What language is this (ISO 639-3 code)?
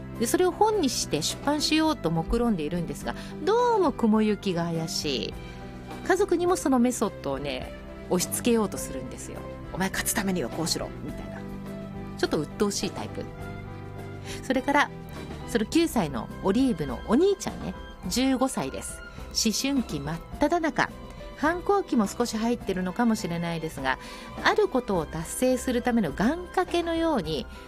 jpn